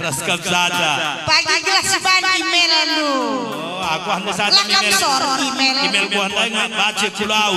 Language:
Batak Karo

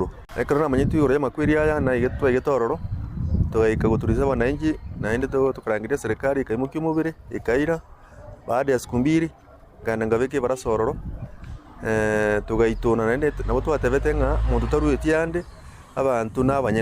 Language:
Gusii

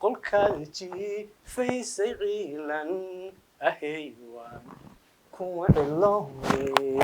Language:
Somali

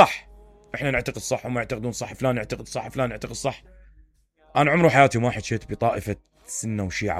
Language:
Mesopotamian Arabic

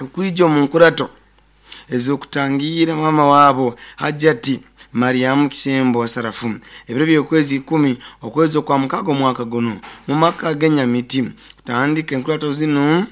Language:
Nyankole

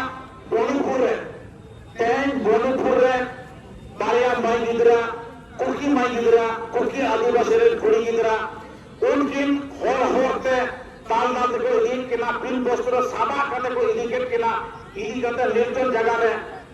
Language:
Santali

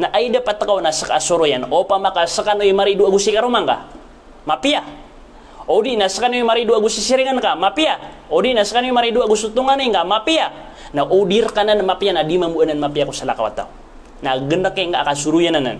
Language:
Maranao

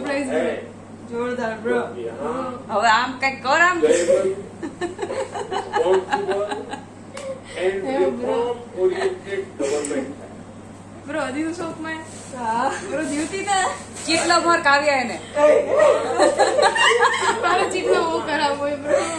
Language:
Gujarati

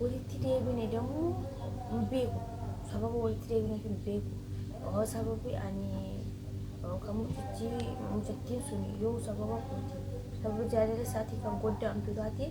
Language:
Oromo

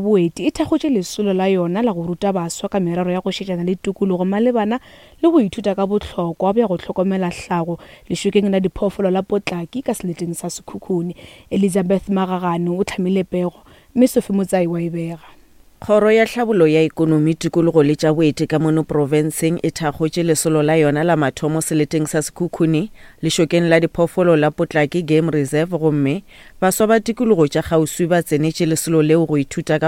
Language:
Northern Sotho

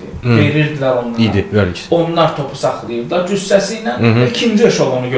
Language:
Azerbaijani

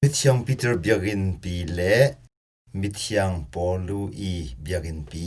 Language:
Hakha Chin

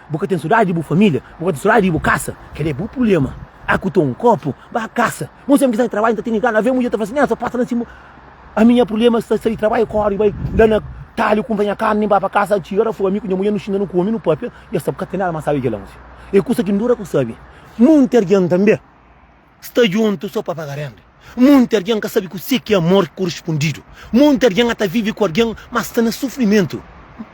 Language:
Kabuverdianu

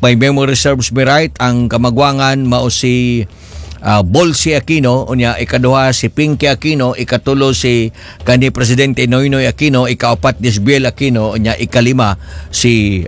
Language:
Cebuano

